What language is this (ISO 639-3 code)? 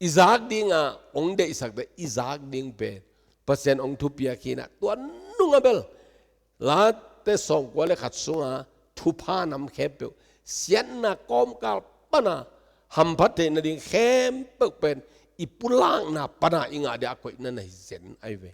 ctd